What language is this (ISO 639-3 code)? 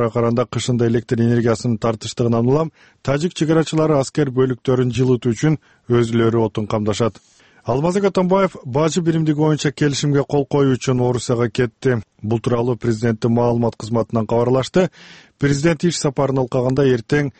kir